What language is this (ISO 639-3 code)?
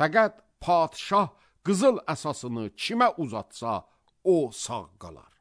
aze